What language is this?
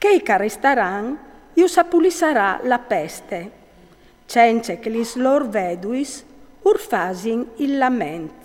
Friulian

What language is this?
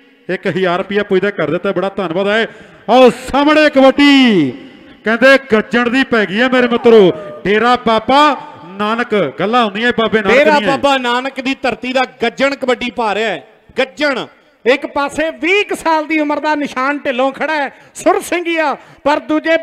Punjabi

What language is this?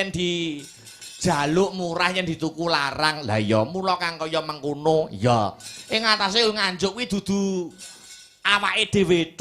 Javanese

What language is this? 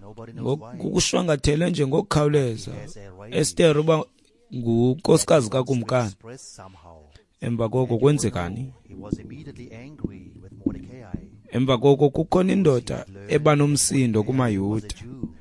Xhosa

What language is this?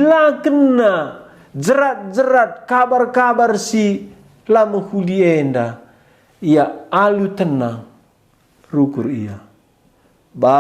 Batak Karo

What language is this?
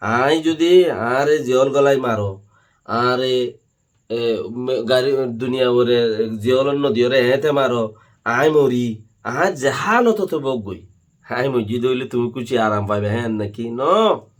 Rohingya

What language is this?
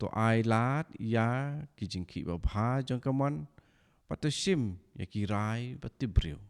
Khasi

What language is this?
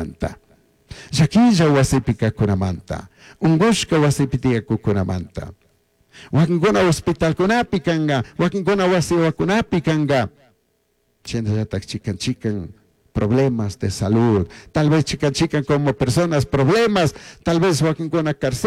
Chimborazo Highland Quichua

